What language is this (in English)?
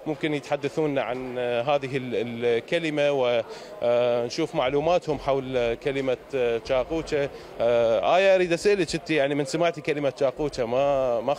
Mesopotamian Arabic